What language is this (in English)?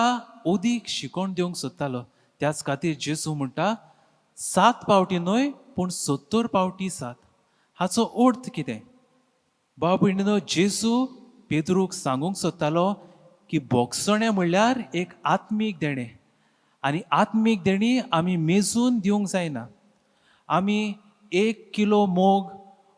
Konkani